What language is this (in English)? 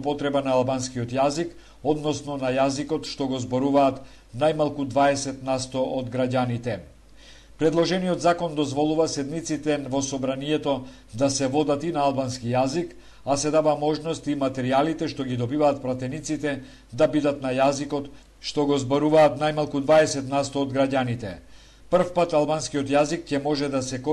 Macedonian